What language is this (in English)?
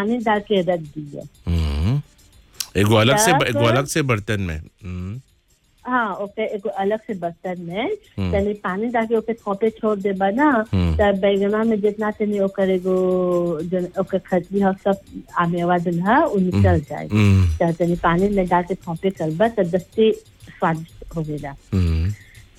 Bhojpuri